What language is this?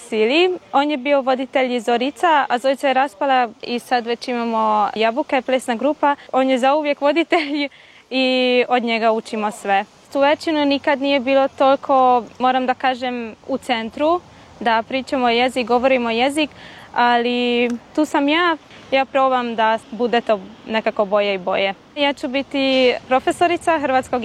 Croatian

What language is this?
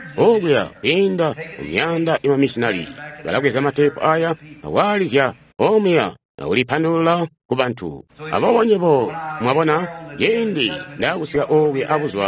Tonga (Zambia)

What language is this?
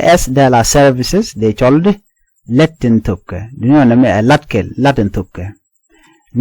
Nuer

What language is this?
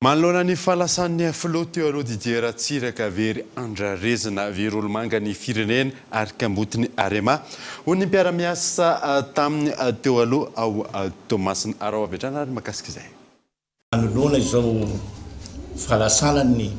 Malagasy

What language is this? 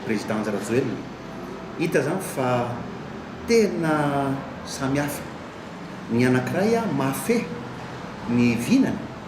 Malagasy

